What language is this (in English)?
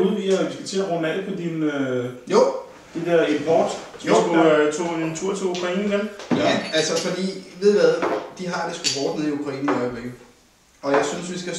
Danish